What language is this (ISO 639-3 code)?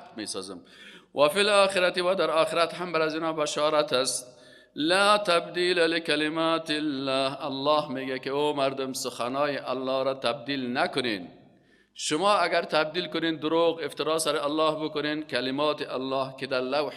fas